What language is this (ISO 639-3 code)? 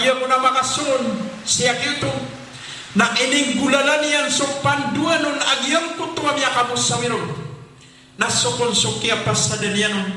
mrw